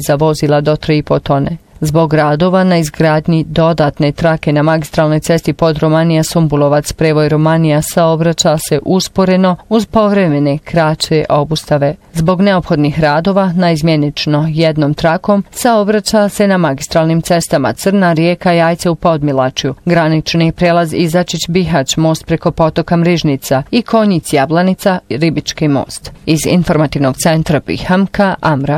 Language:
Bosnian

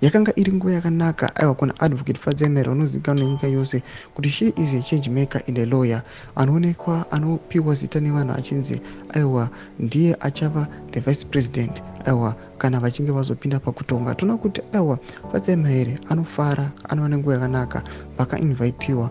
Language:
Shona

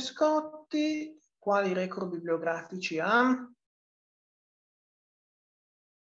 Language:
Italian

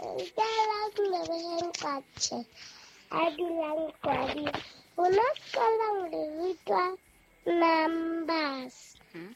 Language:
Southern Sotho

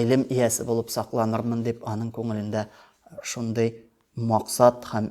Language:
Tatar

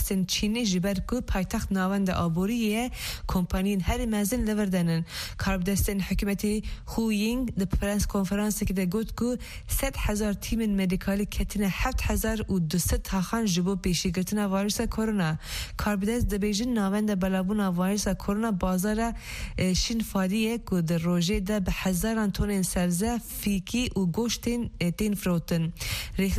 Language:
Kurdish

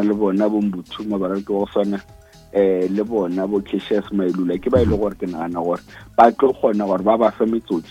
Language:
Northern Sotho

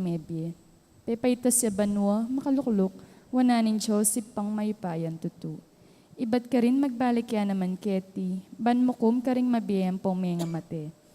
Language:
Pampanga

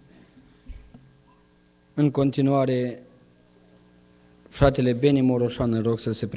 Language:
Romanian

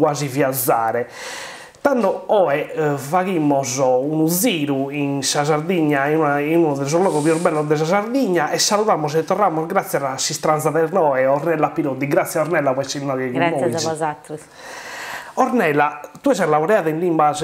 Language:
Sardinian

